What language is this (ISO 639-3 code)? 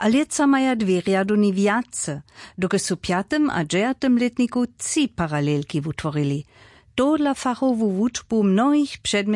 hsb